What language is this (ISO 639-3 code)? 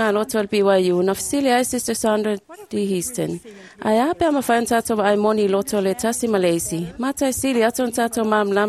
smo